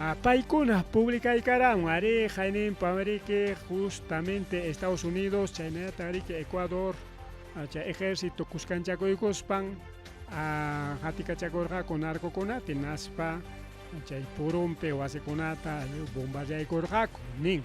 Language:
Ayacucho Quechua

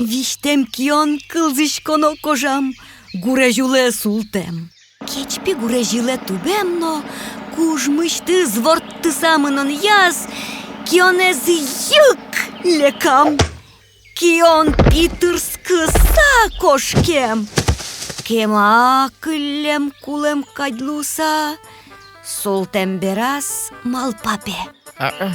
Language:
Udmurt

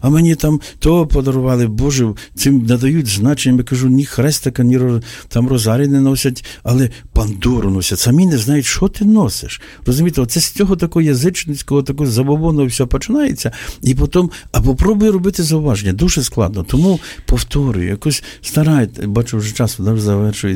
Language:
Ukrainian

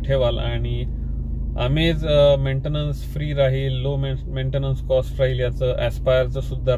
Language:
Marathi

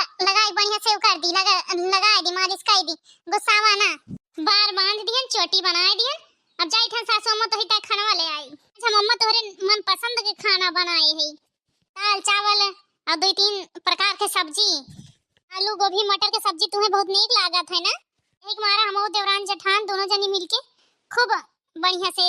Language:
Awadhi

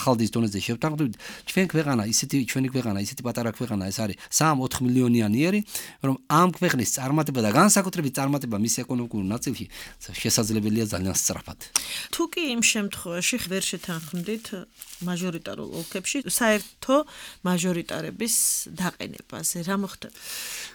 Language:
Georgian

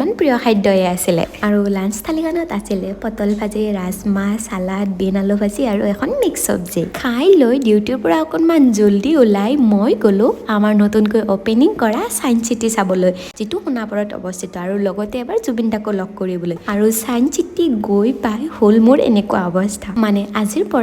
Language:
Assamese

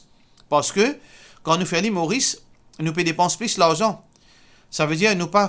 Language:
Morisyen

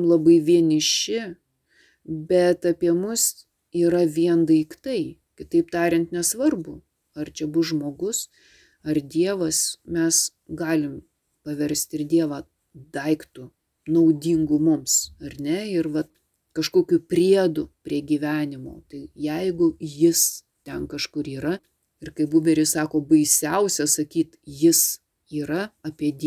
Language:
Lithuanian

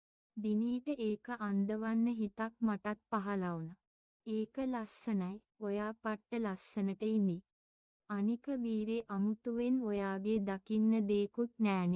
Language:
Sinhala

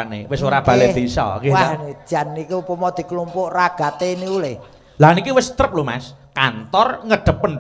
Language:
Javanese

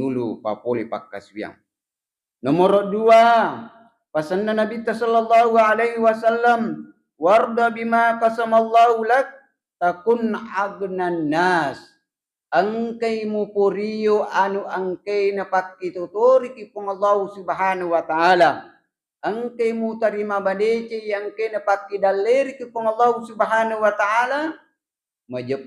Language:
Buginese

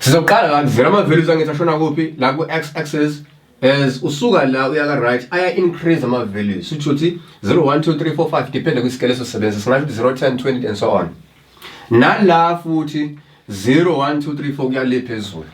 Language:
Zulu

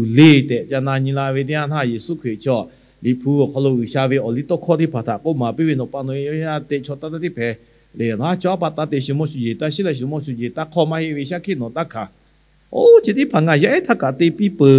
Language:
Lahu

